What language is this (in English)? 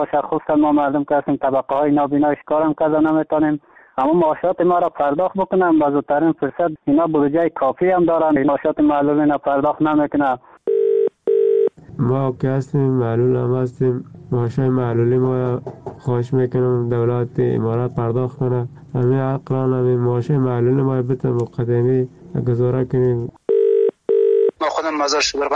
Persian